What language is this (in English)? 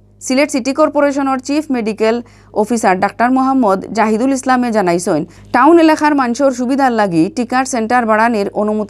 Sylheti